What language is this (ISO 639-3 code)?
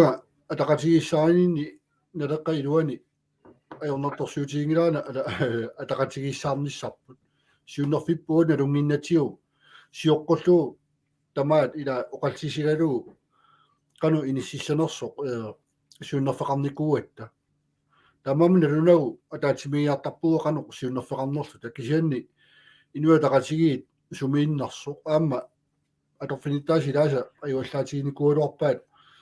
kal